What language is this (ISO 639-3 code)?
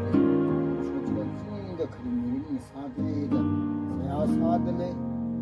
nmf